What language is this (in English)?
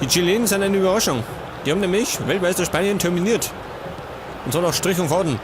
Bavarian